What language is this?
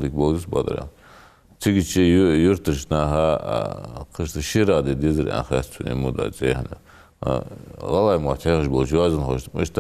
Ingush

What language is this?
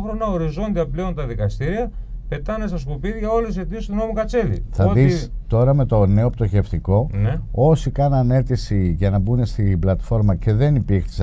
Greek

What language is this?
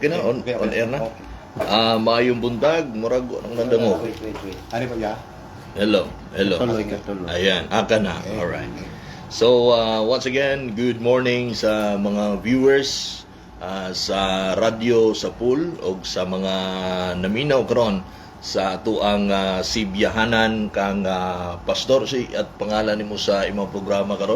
Cebuano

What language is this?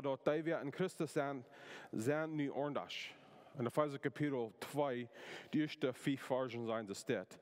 Plautdietsch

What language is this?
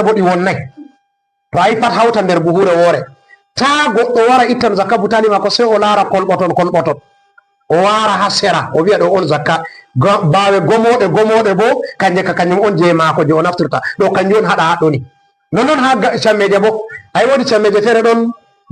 Fula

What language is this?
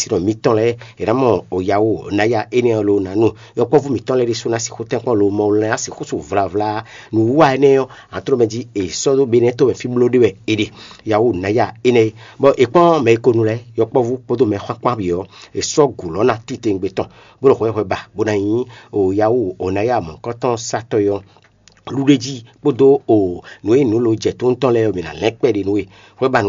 Fon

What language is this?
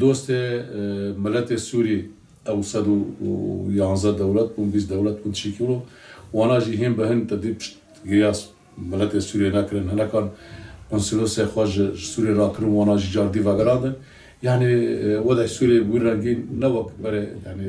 Kurdish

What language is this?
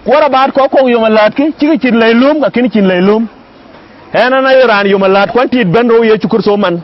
Dinka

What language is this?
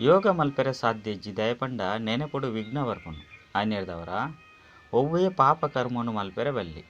Tulu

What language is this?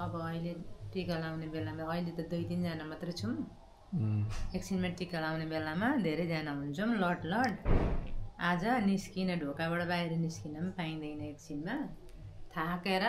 Nepali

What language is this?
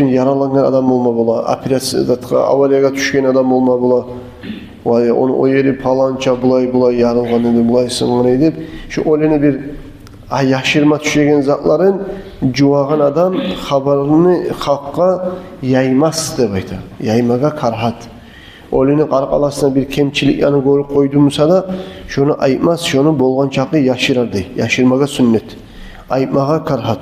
Kumyk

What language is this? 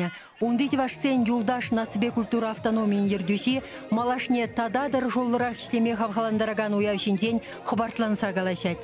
Chuvash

